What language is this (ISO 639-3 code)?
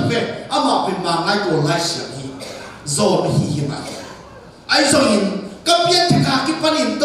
ctd